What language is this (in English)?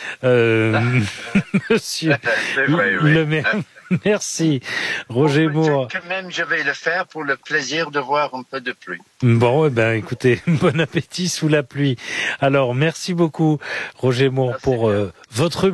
French